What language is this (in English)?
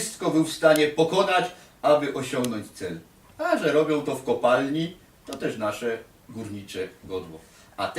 Silesian